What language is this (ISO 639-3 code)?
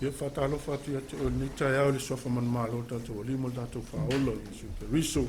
smo